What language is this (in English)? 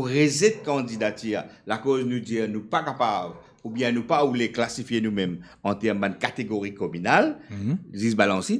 Morisyen